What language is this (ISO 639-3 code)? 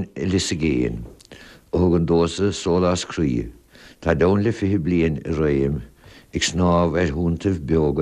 gle